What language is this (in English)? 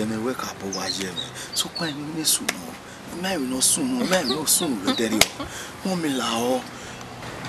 Bini